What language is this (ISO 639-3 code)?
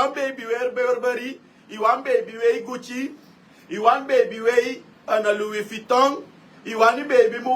srn